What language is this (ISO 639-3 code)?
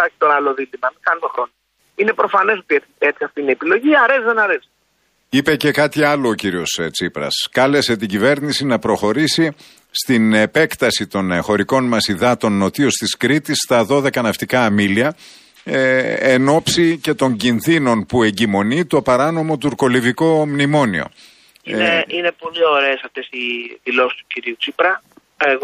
ell